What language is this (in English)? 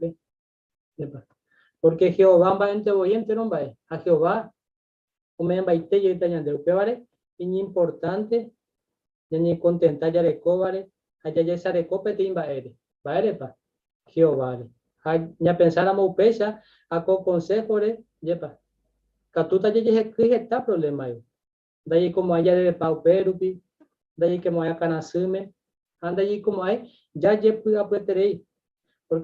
Guarani